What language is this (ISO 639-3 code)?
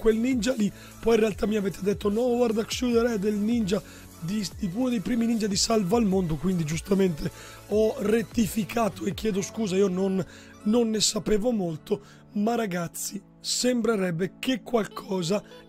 ita